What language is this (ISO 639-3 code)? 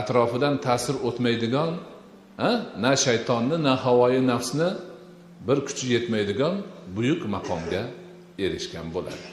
uzb